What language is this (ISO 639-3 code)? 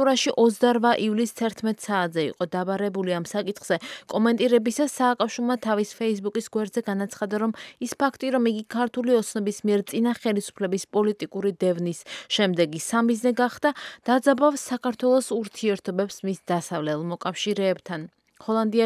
kat